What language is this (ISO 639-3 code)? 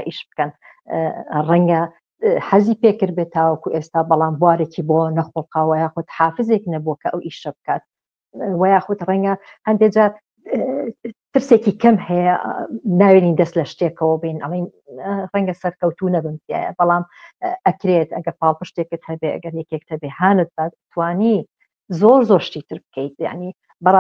ckb